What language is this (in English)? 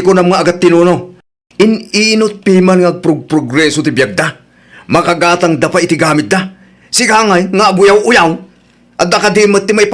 Iloko